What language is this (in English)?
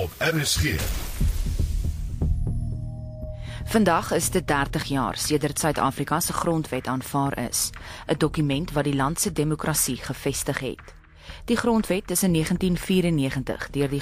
Afrikaans